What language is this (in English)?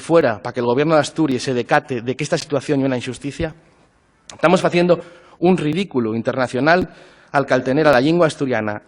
Asturian